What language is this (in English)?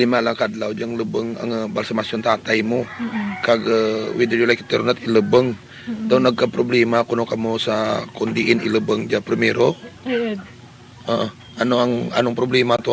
Hiligaynon